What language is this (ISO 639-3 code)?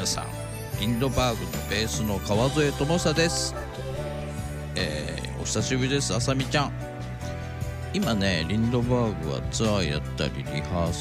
jpn